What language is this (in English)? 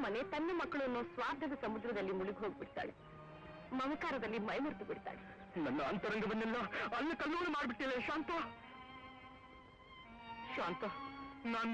Kannada